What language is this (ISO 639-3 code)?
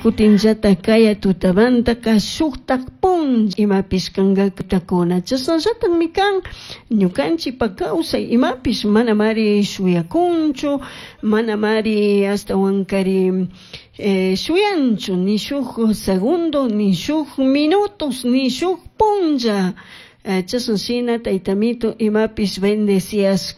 qug